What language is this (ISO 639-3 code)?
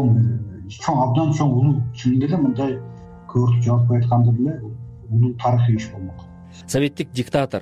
kir